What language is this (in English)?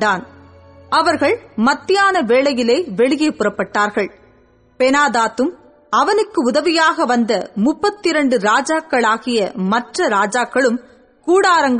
Tamil